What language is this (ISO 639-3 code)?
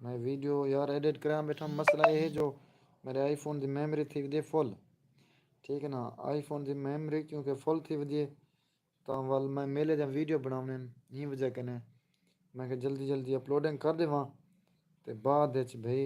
skr